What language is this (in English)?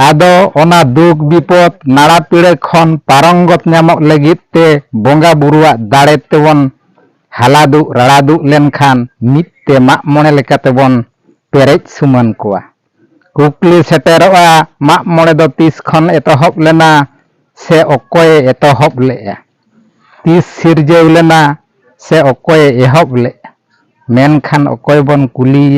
Santali